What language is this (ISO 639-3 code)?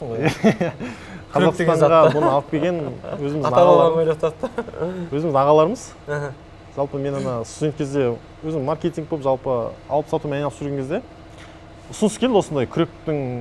kaz